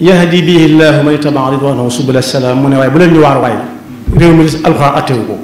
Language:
Wolof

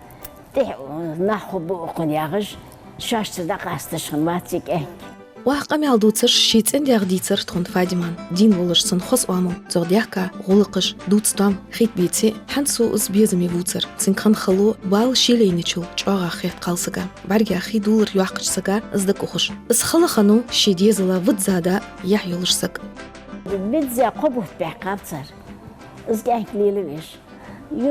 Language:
Ingush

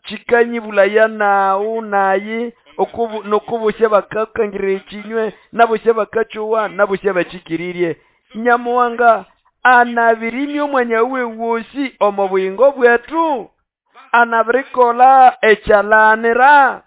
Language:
Nande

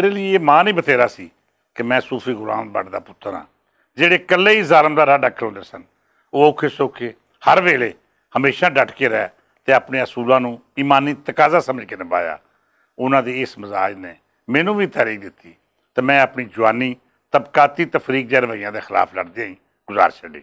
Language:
Western Panjabi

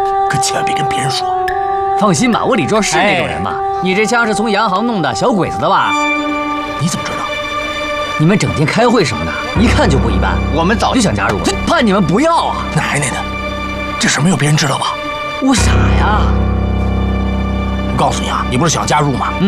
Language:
Chinese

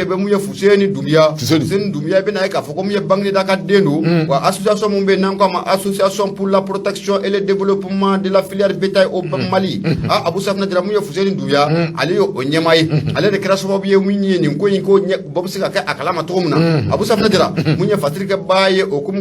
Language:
Bambara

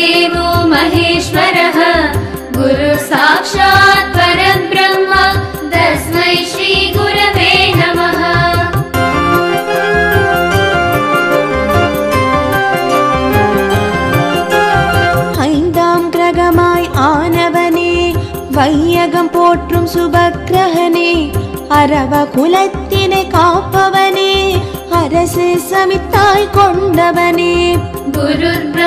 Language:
Tamil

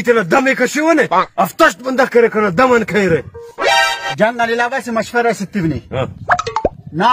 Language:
Brahui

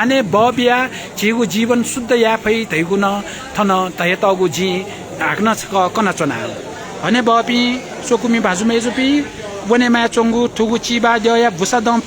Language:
Newari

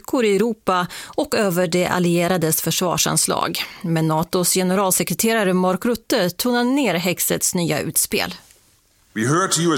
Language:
Swedish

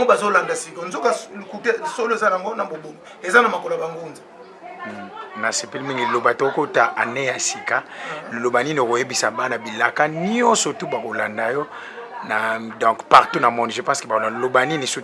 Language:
Lingala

